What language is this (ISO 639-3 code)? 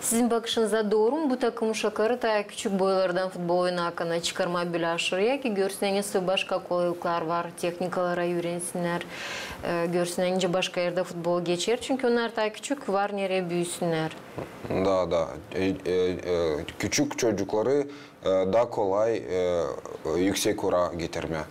gag